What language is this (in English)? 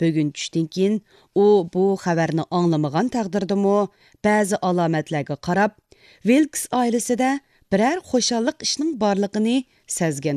Uyghur